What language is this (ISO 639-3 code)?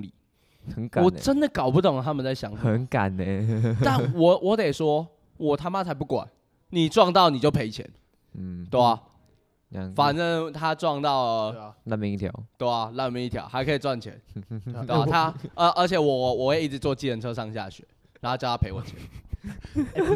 zho